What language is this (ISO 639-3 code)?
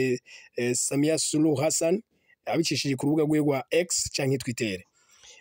run